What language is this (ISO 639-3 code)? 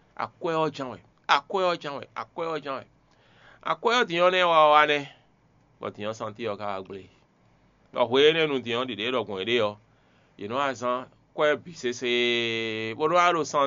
fon